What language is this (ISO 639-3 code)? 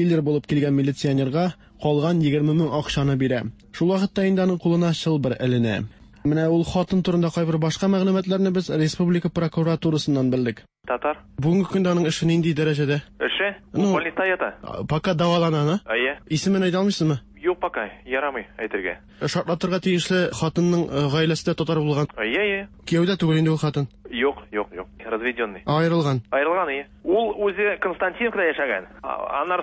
tat